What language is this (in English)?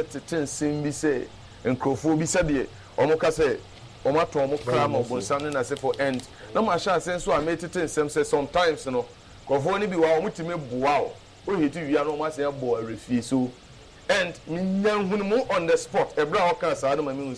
Akan